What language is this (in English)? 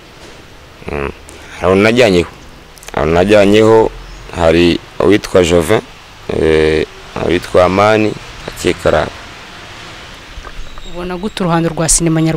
Kinyarwanda